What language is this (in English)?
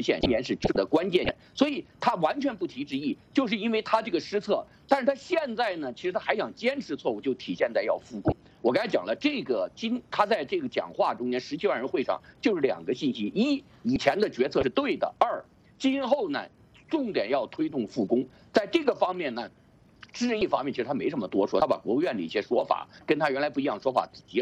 Chinese